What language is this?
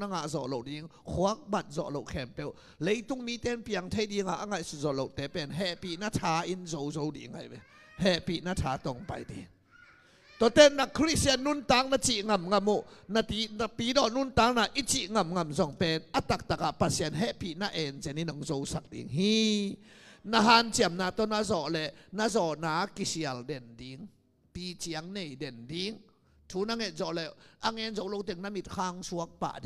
Tedim Chin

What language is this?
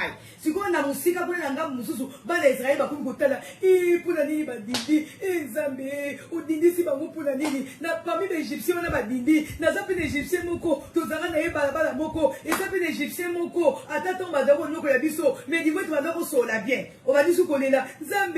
Lingala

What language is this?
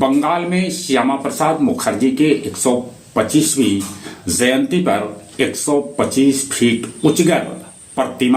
Magahi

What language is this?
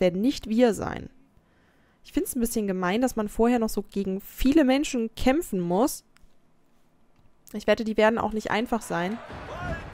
German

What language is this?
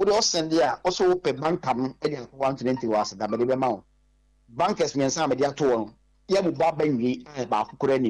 Akan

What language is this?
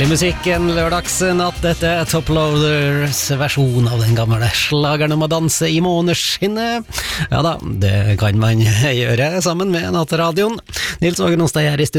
Norwegian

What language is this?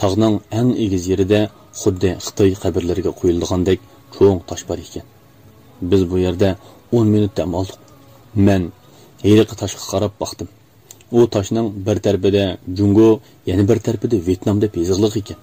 Uyghur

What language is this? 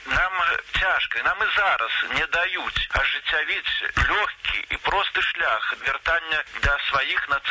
Belarusian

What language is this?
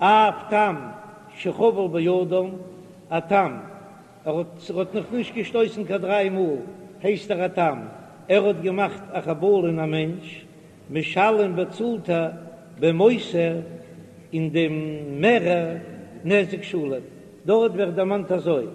Yiddish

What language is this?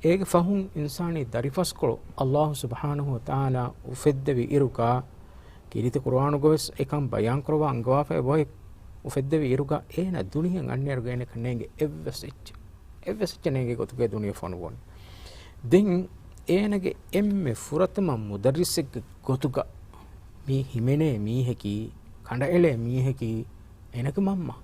Divehi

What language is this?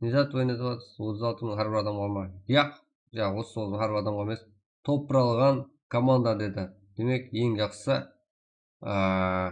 Kara-Kalpak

